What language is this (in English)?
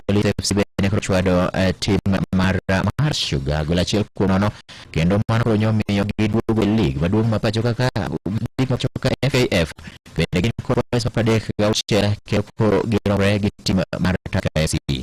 Luo (Kenya and Tanzania)